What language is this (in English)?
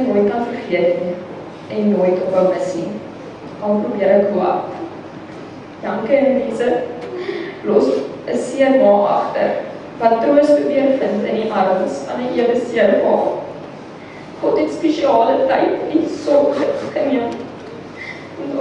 Afrikaans